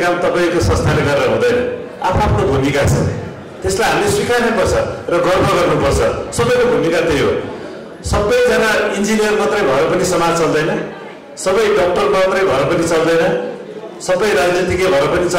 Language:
Nepali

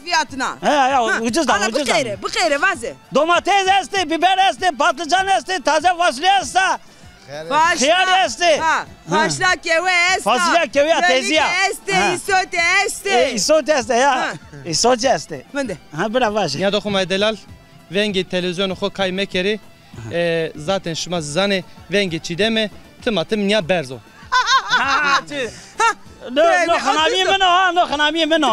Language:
Zaza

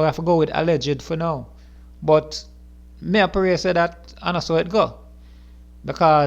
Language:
Jamaican Creole English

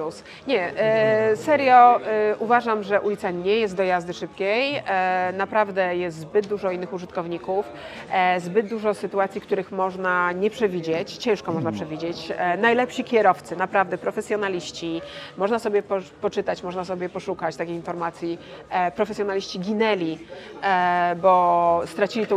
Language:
Polish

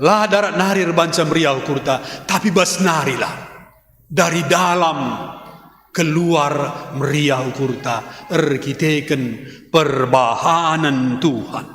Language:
Batak Karo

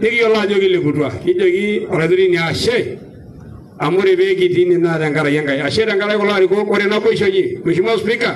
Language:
Masai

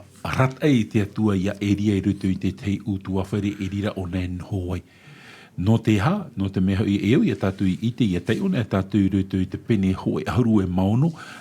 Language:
Tahitian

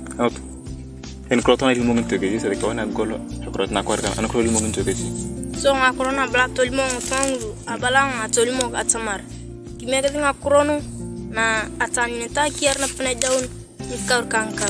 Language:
Turkana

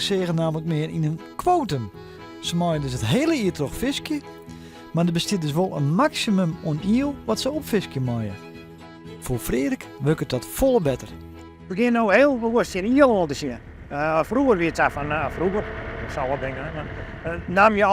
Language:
Western Frisian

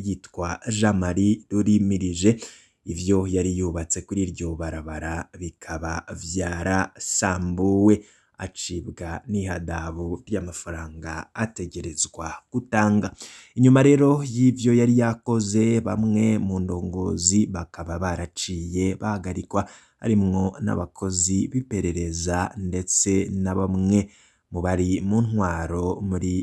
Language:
Rundi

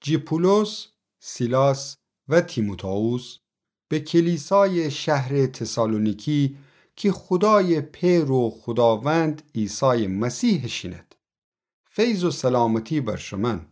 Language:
Gilaki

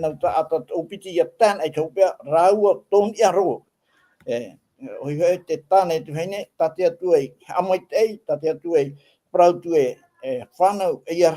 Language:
Tahitian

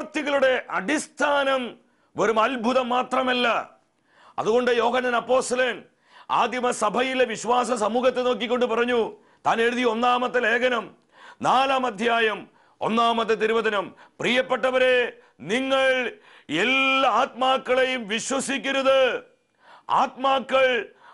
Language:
Malayalam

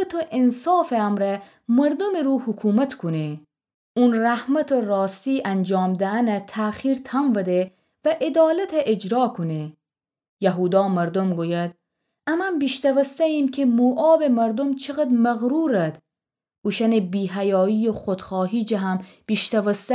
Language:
Gilaki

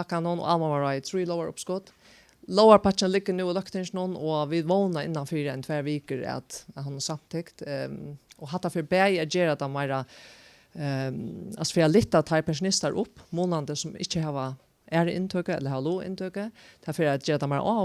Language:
Faroese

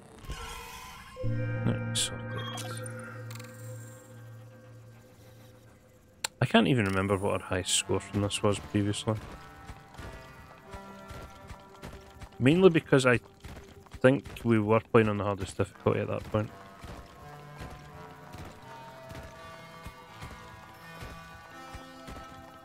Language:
English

